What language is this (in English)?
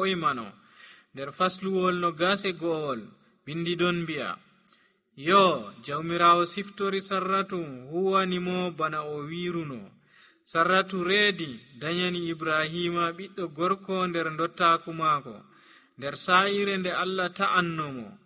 Nigerian Fulfulde